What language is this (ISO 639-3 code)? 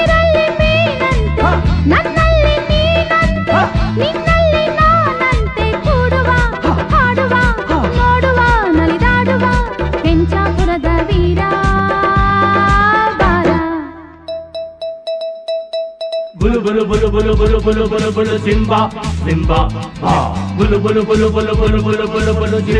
kan